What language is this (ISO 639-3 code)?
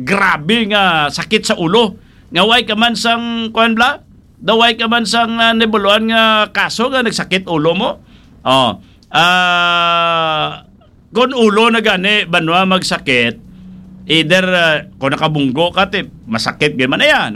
hil